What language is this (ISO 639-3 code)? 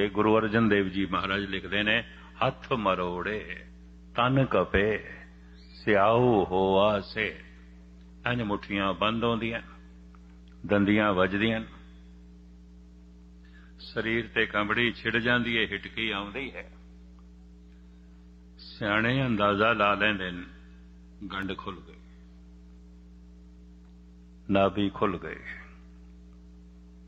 pan